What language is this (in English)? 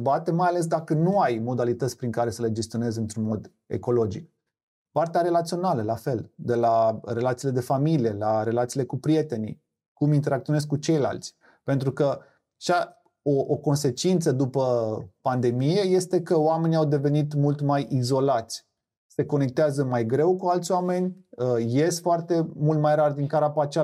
Romanian